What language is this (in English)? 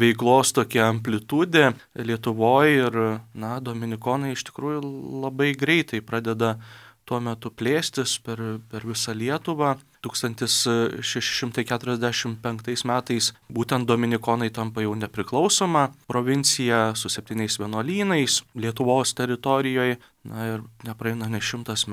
Lithuanian